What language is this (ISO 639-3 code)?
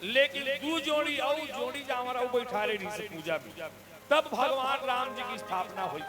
hne